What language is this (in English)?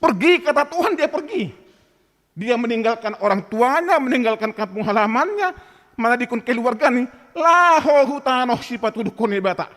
Batak Simalungun